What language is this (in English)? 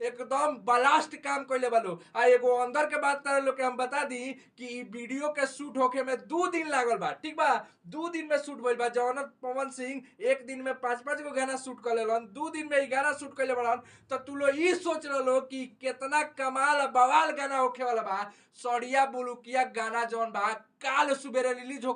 Bhojpuri